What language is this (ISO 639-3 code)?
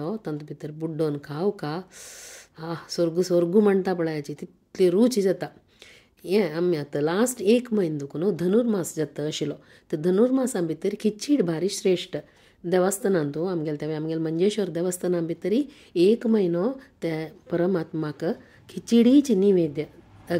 kok